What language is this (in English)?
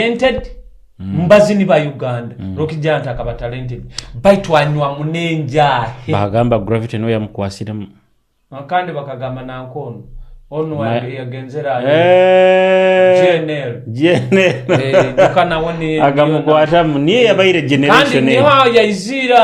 Nyoro